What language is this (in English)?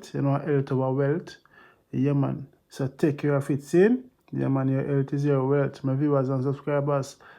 Jamaican Creole English